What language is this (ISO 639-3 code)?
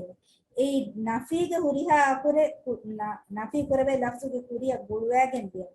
div